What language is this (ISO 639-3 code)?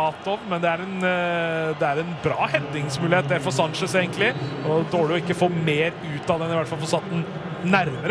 nor